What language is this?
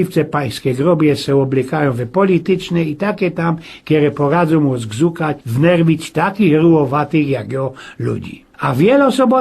Silesian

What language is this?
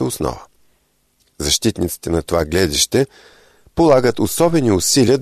Bulgarian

